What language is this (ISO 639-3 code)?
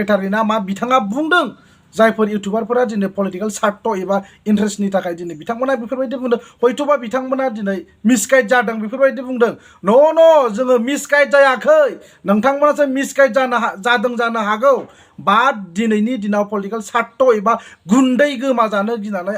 brx